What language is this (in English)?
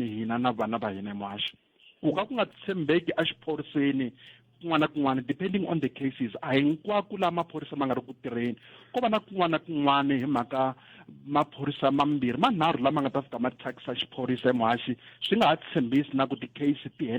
Tsonga